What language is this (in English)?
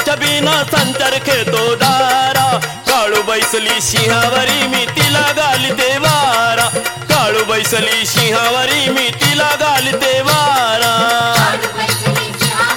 Marathi